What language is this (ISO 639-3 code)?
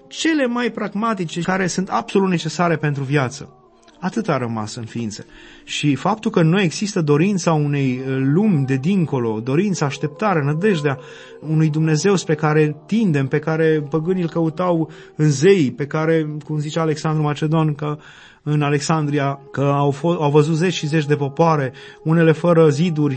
ron